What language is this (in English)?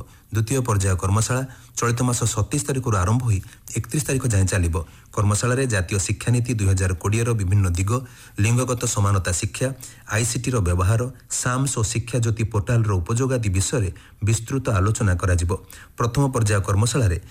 Odia